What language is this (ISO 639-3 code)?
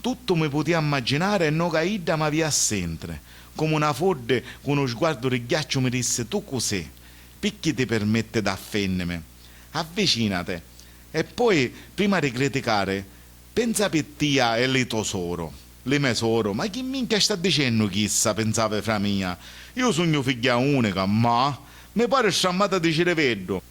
scn